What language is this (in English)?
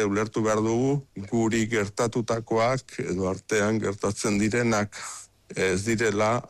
Basque